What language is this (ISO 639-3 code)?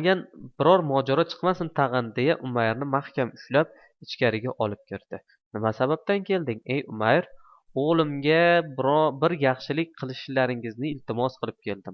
uzb